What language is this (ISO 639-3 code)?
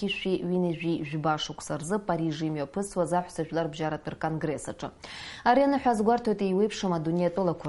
abk